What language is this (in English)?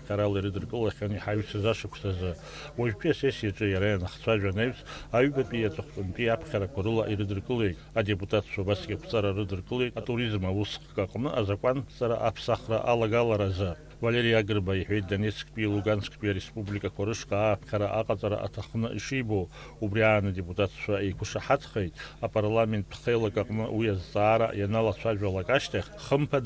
Abkhazian